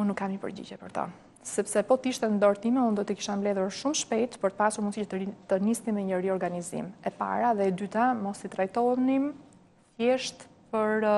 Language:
Albanian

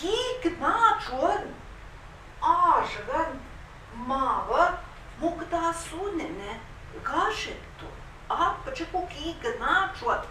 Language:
Central Ojibwa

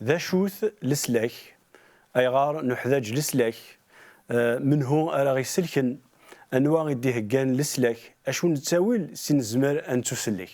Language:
Kabyle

